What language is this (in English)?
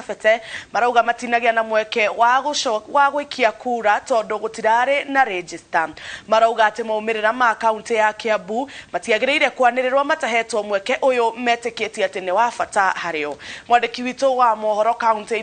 Kikuyu